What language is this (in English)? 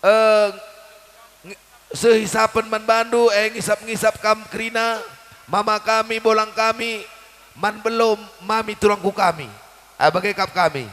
Batak Karo